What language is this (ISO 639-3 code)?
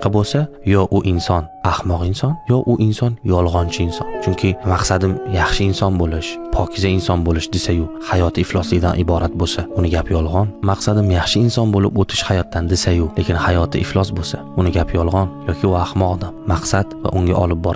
uzb